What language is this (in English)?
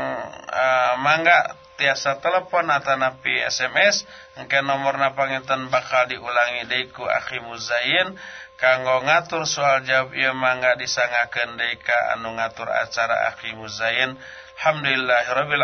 Sundanese